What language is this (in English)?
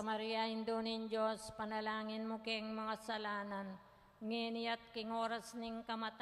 Pampanga